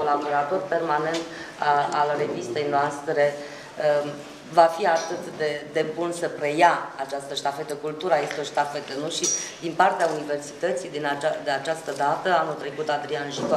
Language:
Romanian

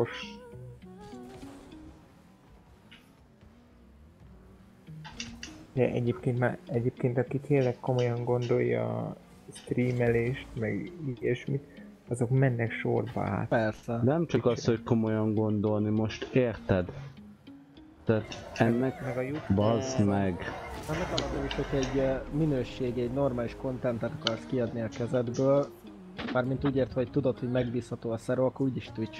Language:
Hungarian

